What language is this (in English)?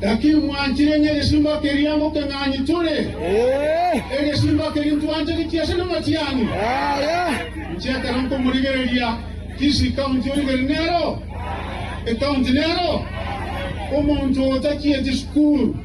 Gusii